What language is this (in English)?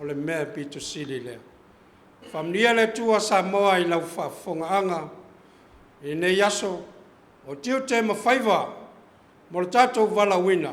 Samoan